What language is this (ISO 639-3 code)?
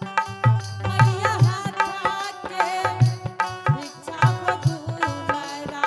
anp